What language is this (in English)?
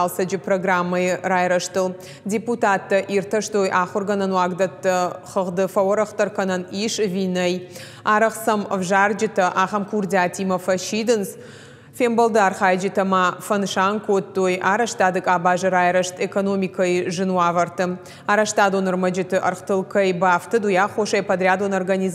Ossetic